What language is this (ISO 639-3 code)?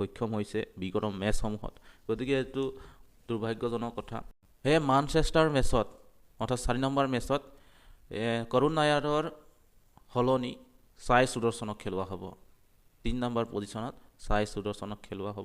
asm